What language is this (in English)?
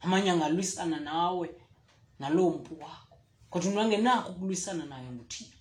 Xhosa